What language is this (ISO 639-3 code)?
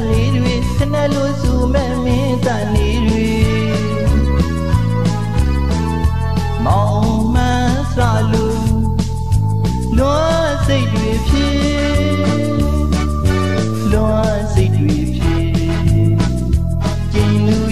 mya